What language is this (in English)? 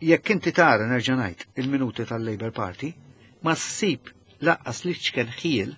Maltese